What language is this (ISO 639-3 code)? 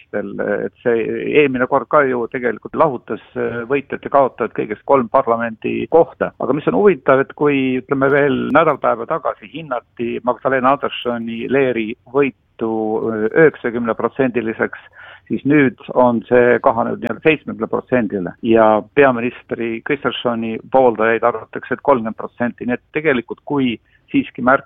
est